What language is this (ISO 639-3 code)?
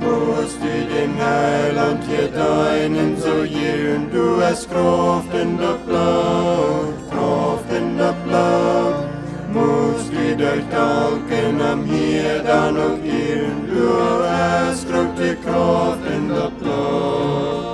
pdt